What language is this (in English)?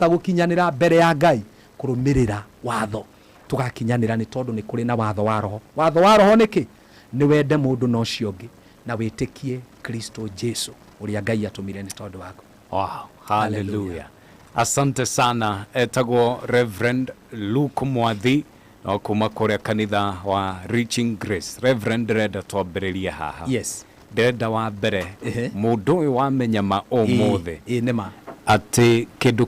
Kikuyu